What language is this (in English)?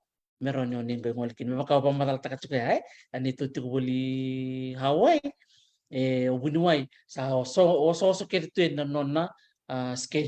Fijian